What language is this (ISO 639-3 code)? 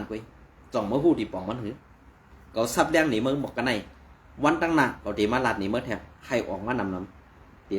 shn